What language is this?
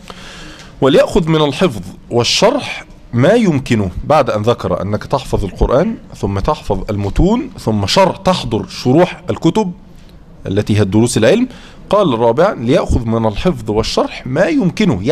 Arabic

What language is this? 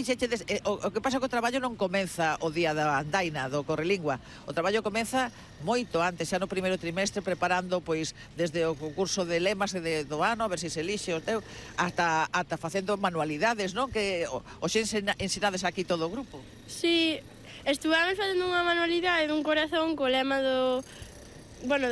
Galician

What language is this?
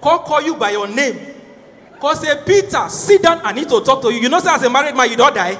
Nigerian Pidgin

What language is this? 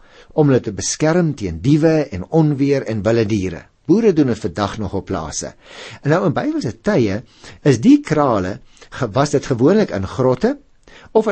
Afrikaans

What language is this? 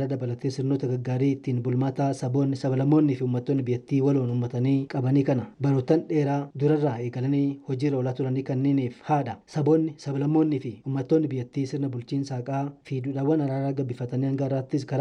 Oromo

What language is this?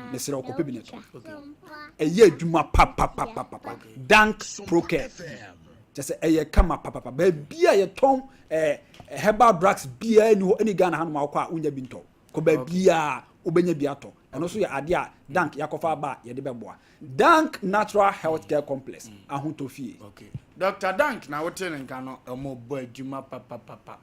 Akan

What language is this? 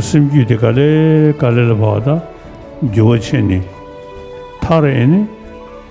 Tibetan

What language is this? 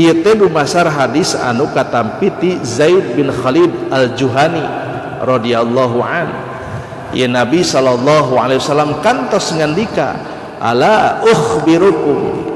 Sundanese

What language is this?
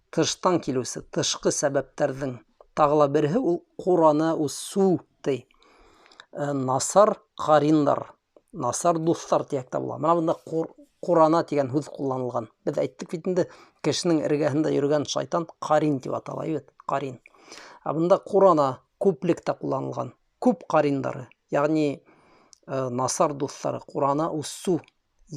Bashkir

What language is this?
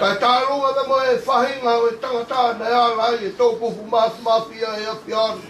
Tongan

